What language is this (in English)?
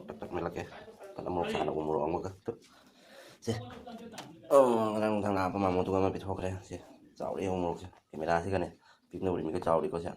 Manipuri